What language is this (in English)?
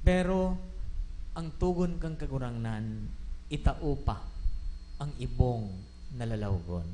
Bikol